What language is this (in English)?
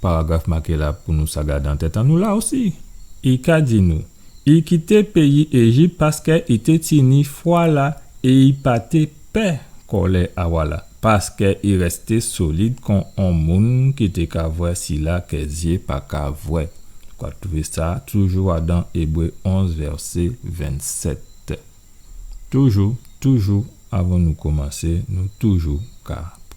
Guadeloupean Creole French